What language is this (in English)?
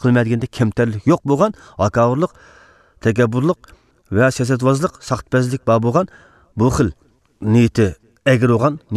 Uyghur